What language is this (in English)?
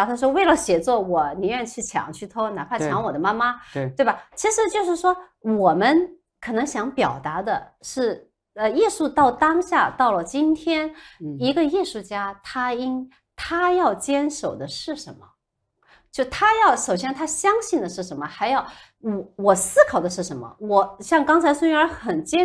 Chinese